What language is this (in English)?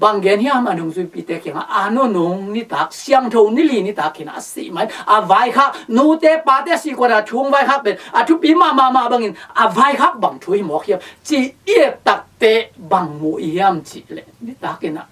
Tedim Chin